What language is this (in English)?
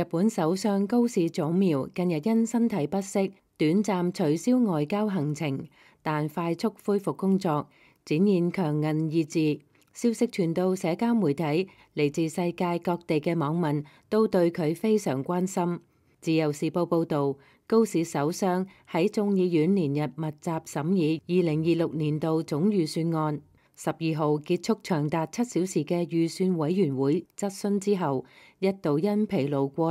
Cantonese